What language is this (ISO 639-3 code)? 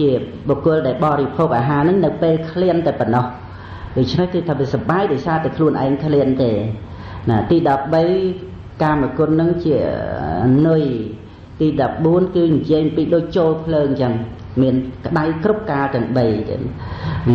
khm